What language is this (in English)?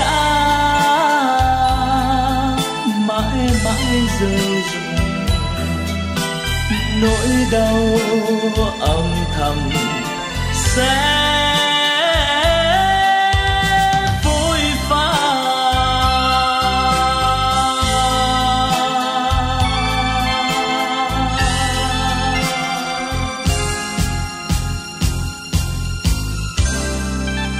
Vietnamese